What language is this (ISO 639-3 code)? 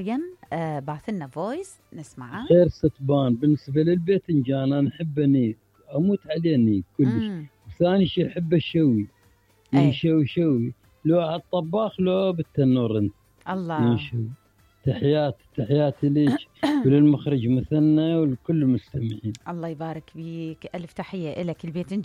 acm